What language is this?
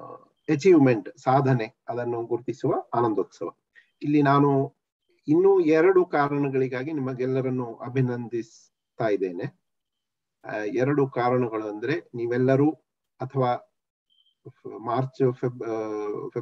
Kannada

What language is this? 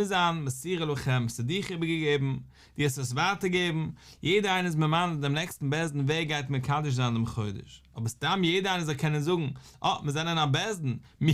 Yiddish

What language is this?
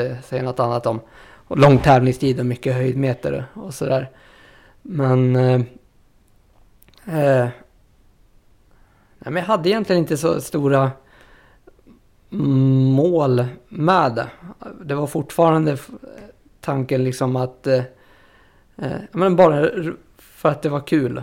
Swedish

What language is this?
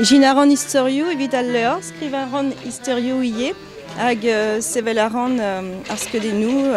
Breton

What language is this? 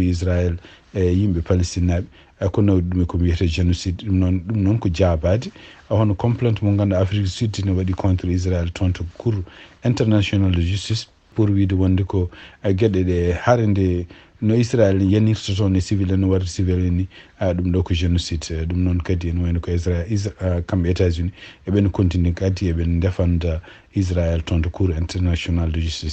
Fula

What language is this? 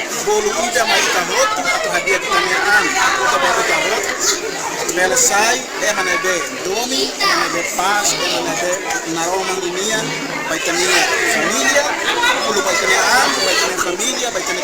Tetum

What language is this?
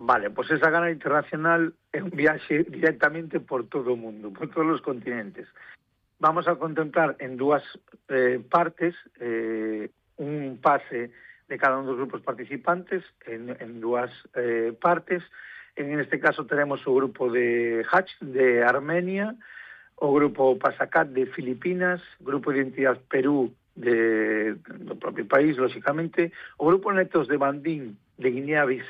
Galician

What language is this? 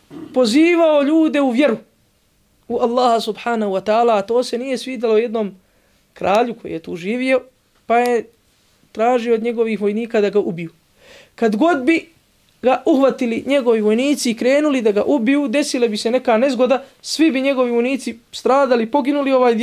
Bosnian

